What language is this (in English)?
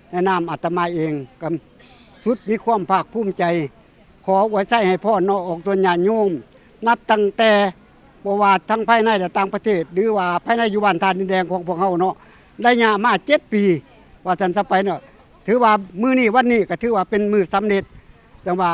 Lao